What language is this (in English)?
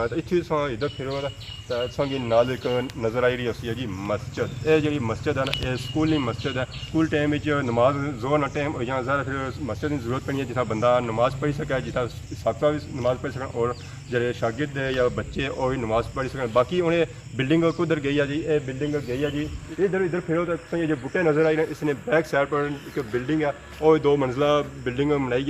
Pahari-Potwari